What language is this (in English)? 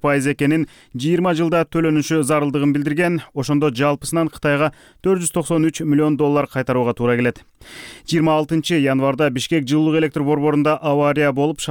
Kyrgyz